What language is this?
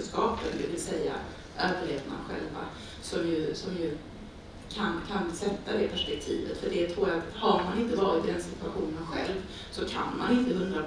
Swedish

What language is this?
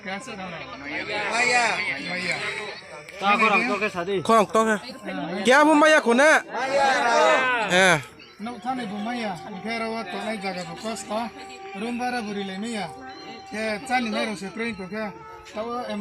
Kok Borok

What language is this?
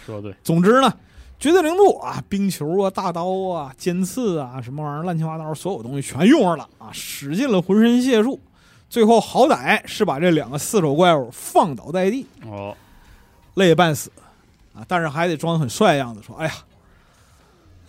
Chinese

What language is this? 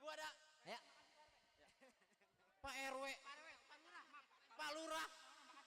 Betawi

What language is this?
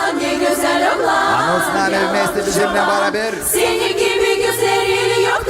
Gagauz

